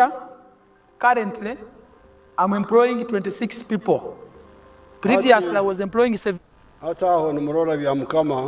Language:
Nyankole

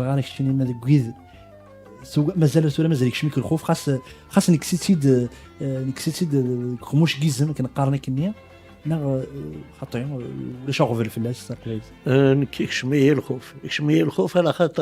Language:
Kabyle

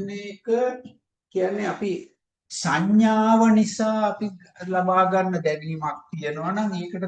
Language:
Sinhala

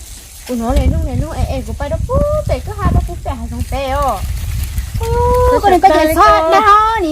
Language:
Hmong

